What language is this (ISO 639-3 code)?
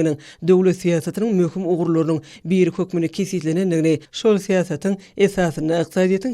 tuk